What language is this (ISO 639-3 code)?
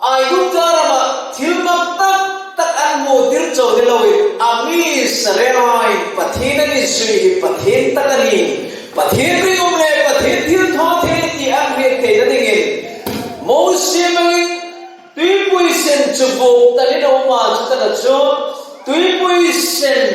hmr